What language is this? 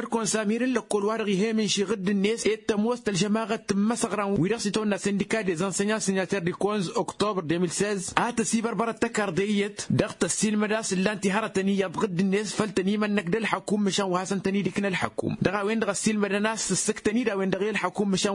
Tamasheq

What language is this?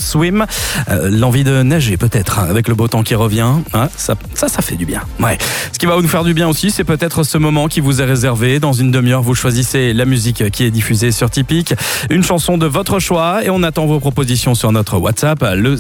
French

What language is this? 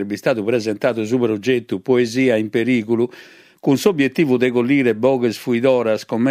Sardinian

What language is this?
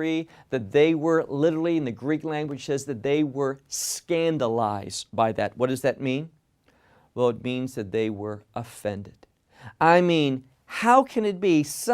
English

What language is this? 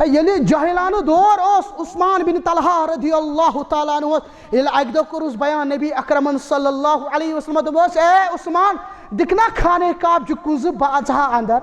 Kashmiri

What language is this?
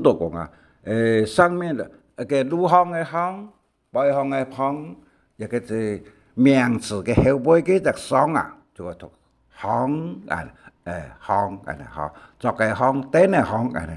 Hakka Chinese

